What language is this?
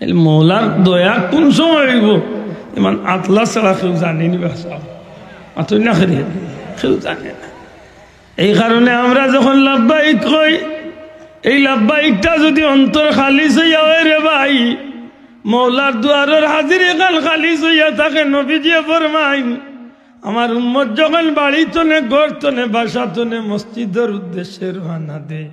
Sylheti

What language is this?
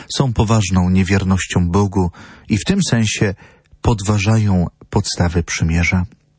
Polish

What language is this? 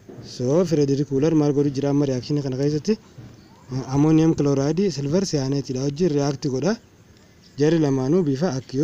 Oromo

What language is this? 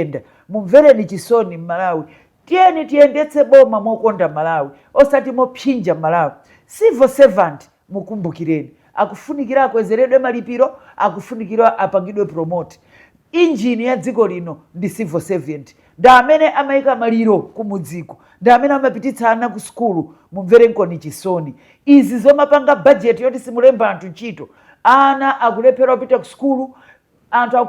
Nyanja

